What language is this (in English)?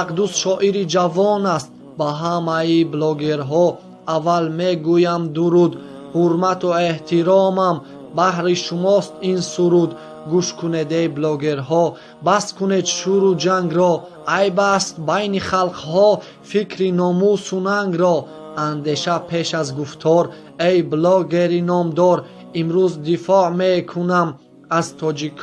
Tajik